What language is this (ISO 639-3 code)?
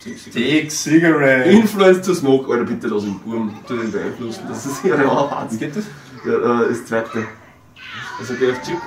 bar